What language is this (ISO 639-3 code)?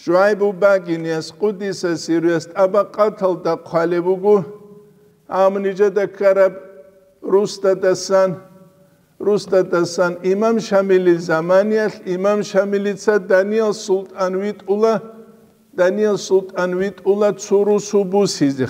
ava